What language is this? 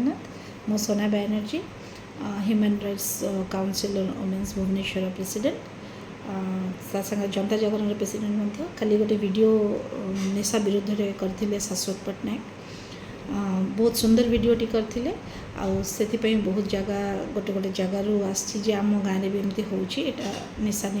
Odia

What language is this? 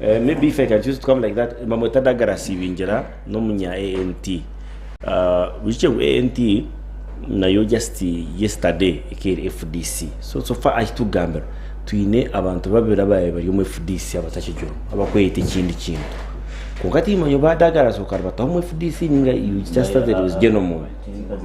Nyankole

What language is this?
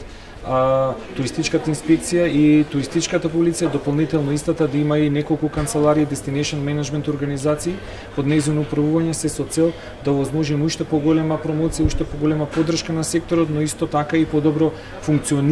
Macedonian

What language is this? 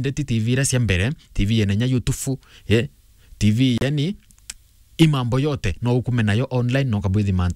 Meru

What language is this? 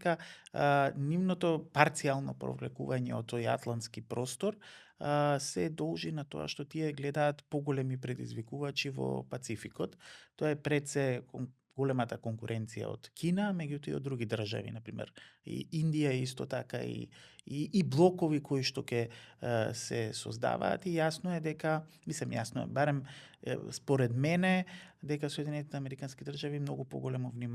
Macedonian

